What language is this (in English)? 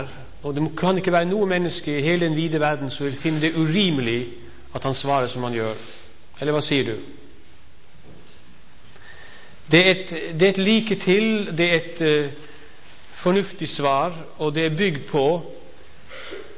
Norwegian